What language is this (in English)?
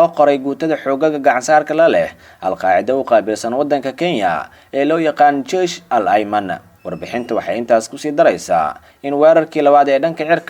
Somali